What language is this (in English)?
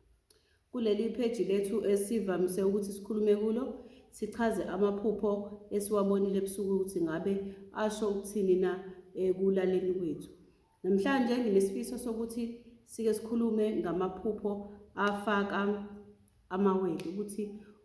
Zulu